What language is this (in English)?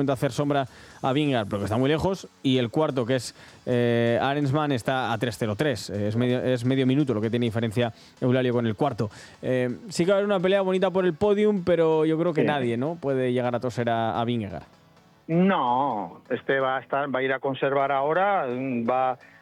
Spanish